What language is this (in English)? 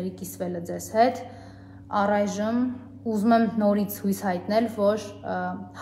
Armenian